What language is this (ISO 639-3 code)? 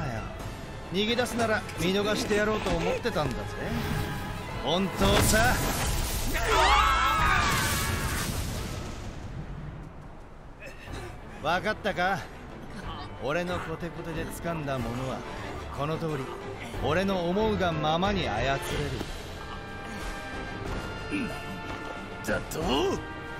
jpn